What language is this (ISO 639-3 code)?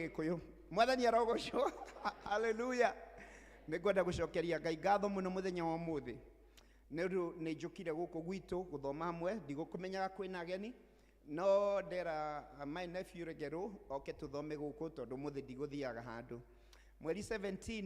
kik